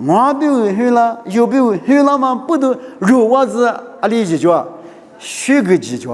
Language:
Lisu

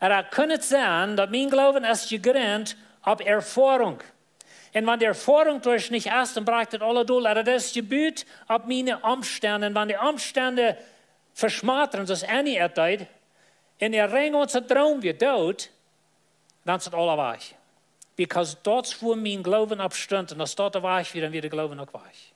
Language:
Plautdietsch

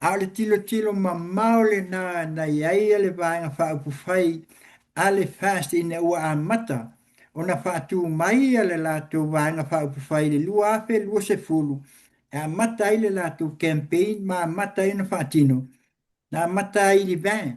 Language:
Samoan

